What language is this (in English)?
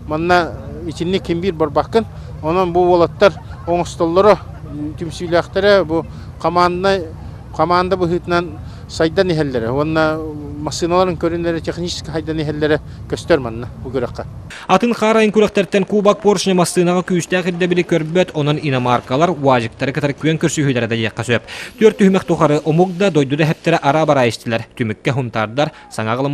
Yakut